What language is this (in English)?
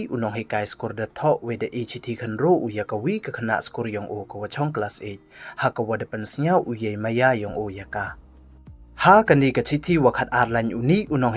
Pnar